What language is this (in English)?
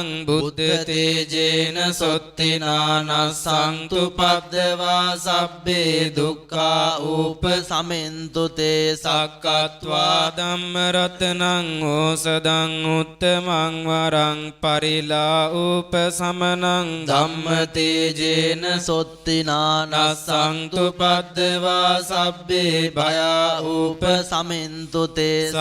Pali